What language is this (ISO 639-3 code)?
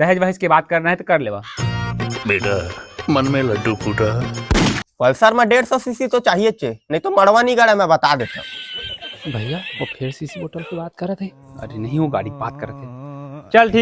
hne